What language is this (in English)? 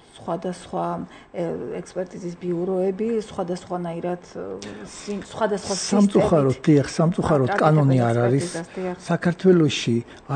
Georgian